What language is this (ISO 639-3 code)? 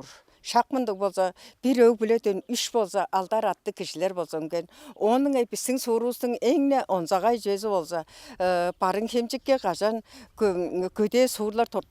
tyv